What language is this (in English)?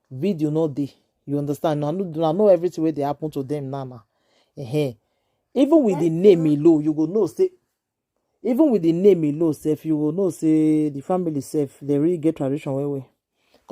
Nigerian Pidgin